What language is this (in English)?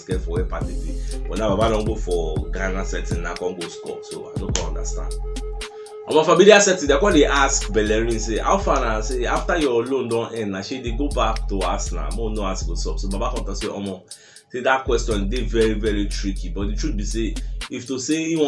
Nigerian Pidgin